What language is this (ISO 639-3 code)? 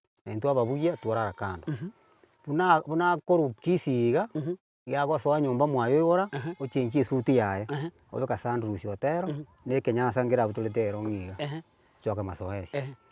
guz